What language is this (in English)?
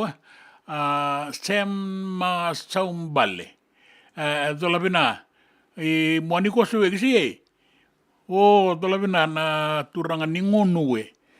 Fijian